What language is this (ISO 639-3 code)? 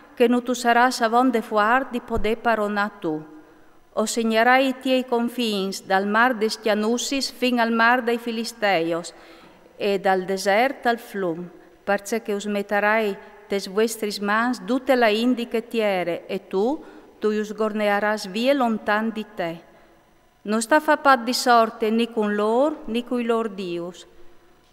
fur